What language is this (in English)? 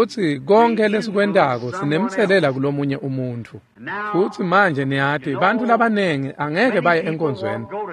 Swati